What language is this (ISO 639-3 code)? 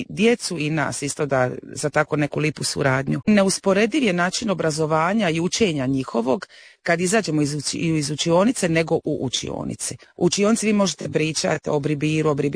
hrv